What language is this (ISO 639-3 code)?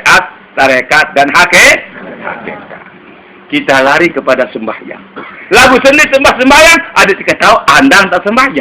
sas